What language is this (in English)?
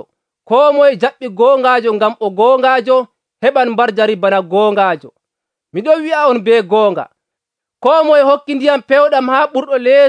Nigerian Fulfulde